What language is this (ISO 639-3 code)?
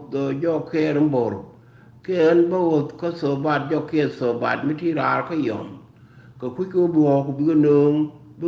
nus